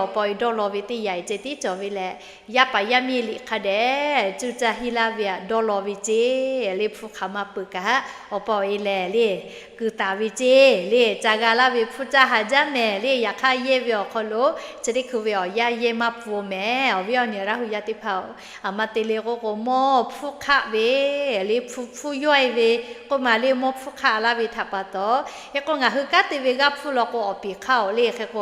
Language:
Lahu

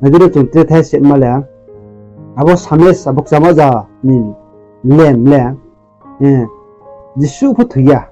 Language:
Riang (India)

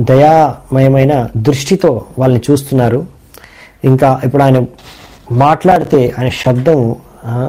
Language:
Telugu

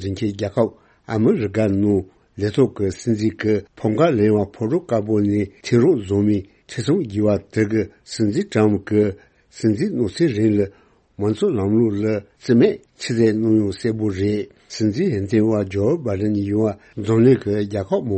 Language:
Tibetan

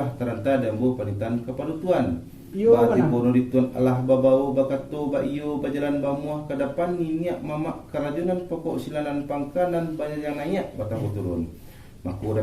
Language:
Minangkabau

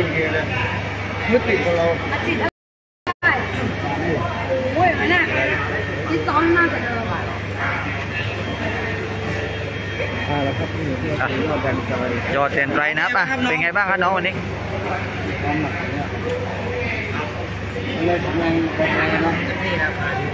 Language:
Thai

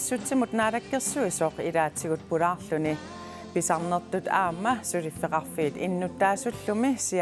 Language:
Kalaallisut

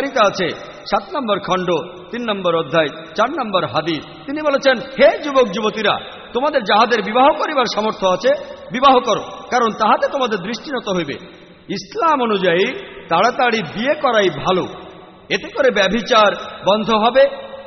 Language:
Bangla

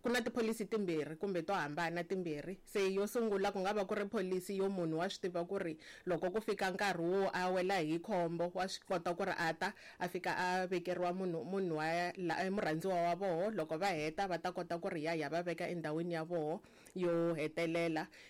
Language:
Tsonga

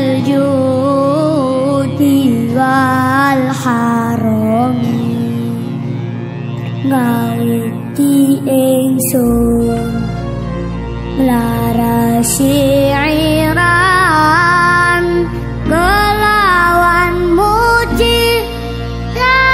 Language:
Javanese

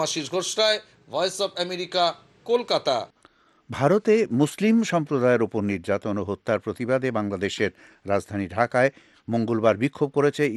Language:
Bangla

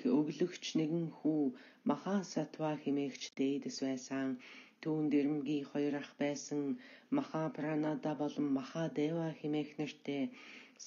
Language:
Mongolian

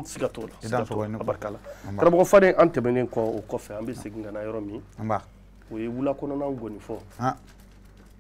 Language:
Bambara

